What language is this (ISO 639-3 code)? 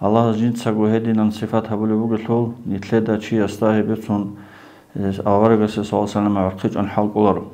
ava